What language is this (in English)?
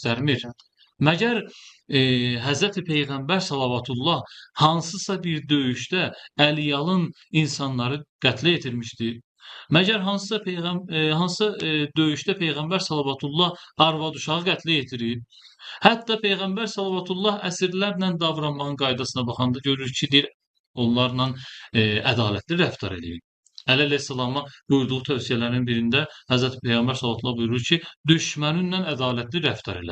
Azerbaijani